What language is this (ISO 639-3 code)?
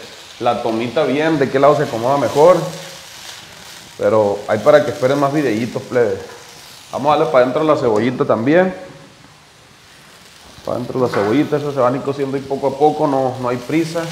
spa